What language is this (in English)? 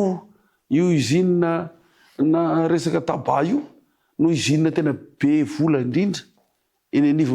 Malagasy